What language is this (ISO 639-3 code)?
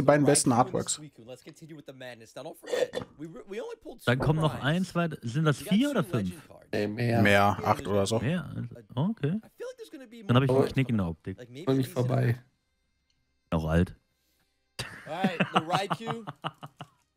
deu